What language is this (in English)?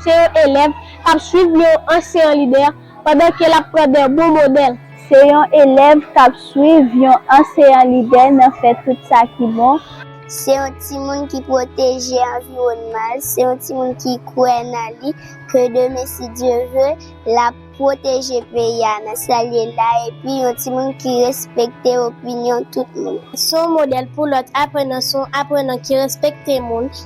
Haitian Creole